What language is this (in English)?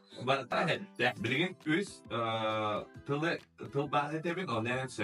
Yakut